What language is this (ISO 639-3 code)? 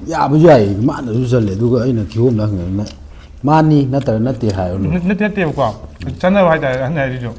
mni